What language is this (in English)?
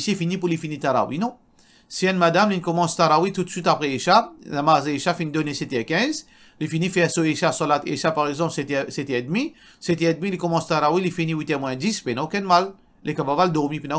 Morisyen